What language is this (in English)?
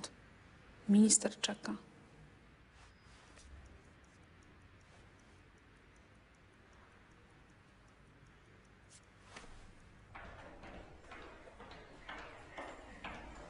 Polish